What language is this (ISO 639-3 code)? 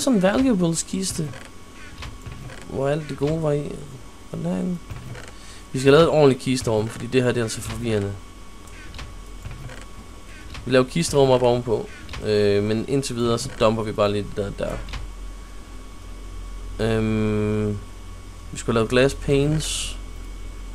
dan